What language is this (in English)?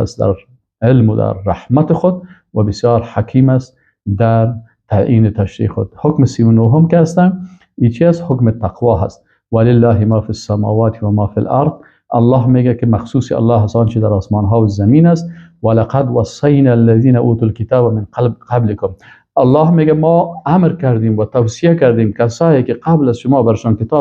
Persian